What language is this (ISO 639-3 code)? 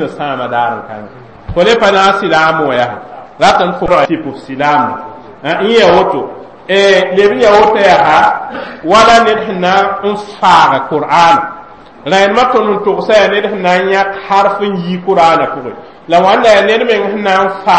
mos